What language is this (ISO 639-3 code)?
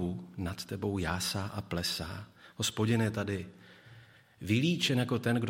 ces